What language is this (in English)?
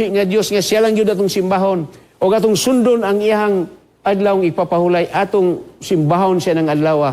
Cebuano